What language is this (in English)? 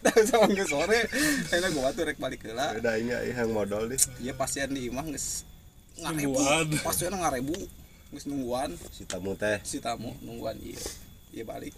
Sundanese